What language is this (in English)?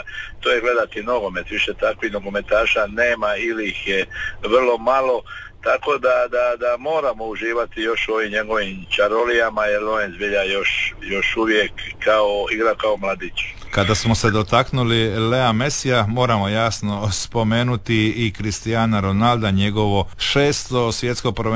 Croatian